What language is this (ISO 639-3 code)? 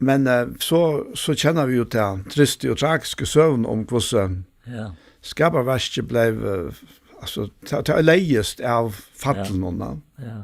fao